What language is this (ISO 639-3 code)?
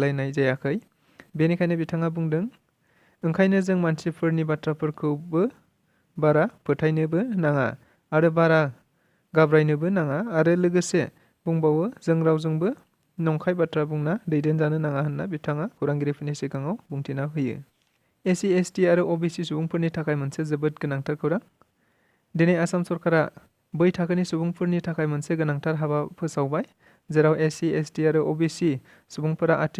brx